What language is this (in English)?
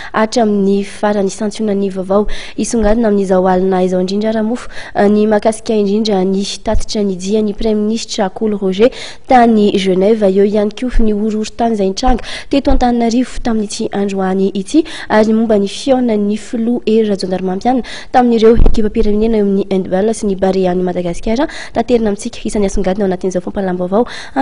Malagasy